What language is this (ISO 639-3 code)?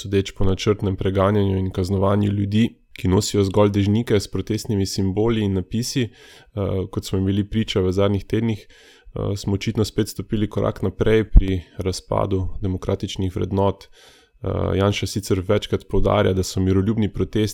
slv